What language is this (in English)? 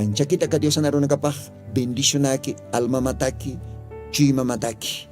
Aymara